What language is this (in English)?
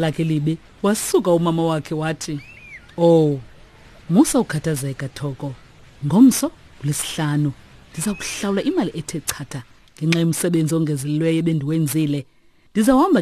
Xhosa